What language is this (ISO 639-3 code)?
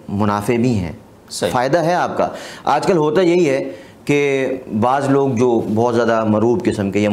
urd